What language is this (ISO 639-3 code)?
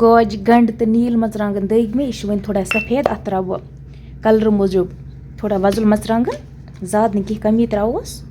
kas